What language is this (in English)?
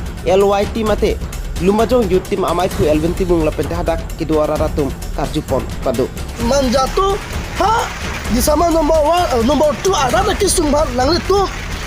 Karbi